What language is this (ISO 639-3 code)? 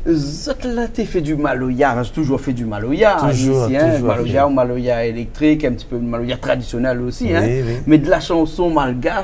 rcf